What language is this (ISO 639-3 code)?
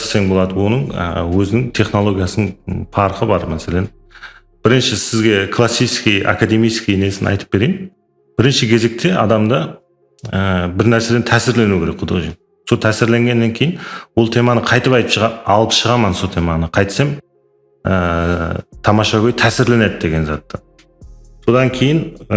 kaa